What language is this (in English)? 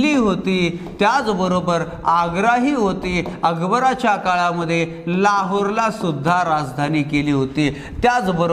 Marathi